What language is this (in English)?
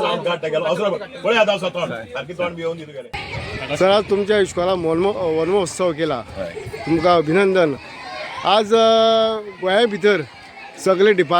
Konkani